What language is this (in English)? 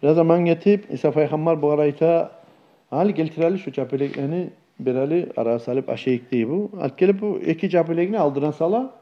Kumyk